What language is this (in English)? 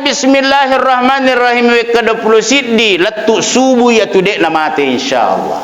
Buginese